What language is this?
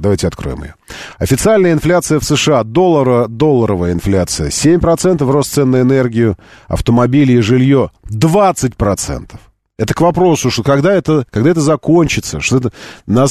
Russian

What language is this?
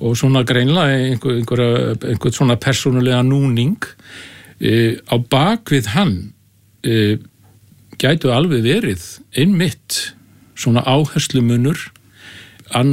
Icelandic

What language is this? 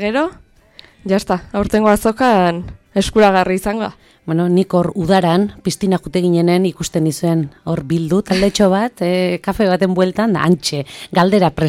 Basque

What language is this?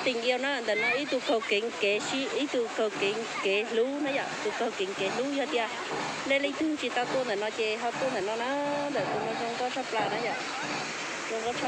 Hmong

